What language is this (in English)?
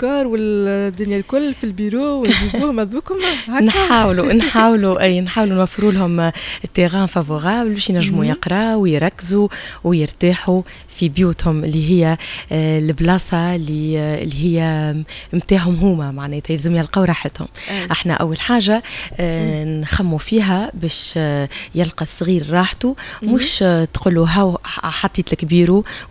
Tunisian Arabic